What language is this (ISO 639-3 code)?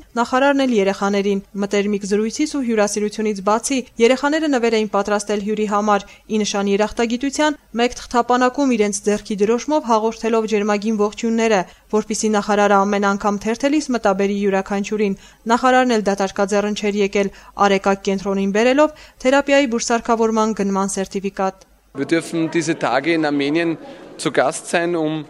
hye